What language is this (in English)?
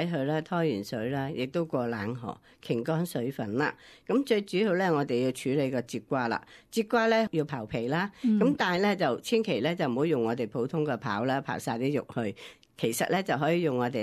Cantonese